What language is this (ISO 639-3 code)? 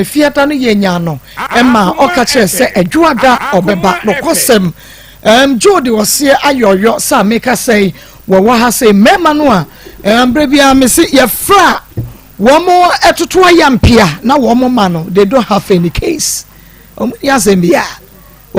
aka